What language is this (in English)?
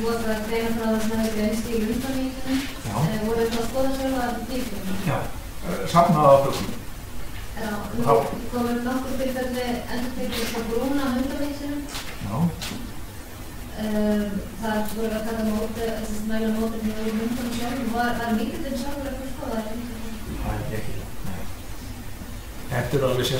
Icelandic